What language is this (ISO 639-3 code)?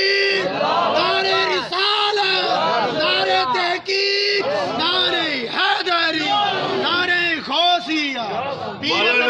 skr